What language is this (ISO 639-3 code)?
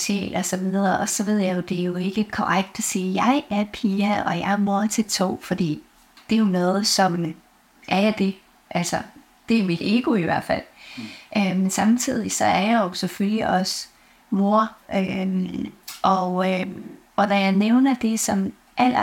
dan